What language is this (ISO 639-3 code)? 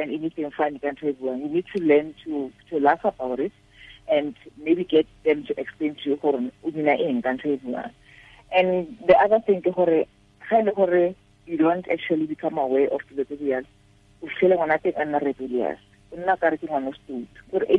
tsn